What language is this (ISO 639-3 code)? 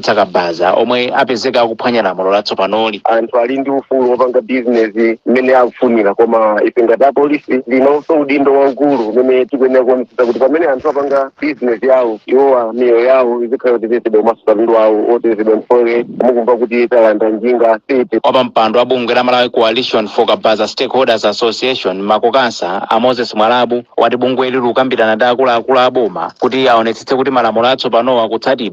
nya